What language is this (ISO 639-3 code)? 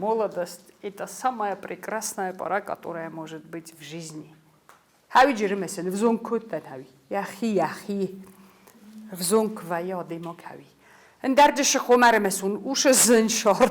oss